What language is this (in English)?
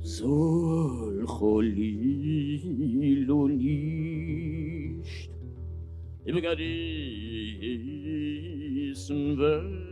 Yiddish